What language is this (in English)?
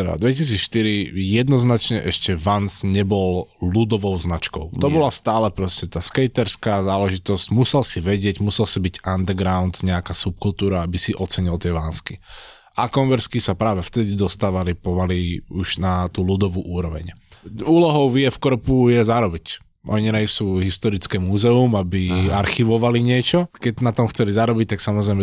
Slovak